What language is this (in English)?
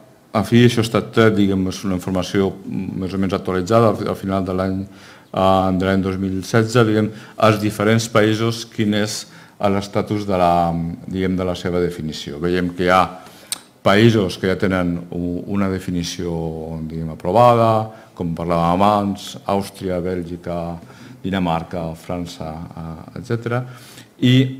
Catalan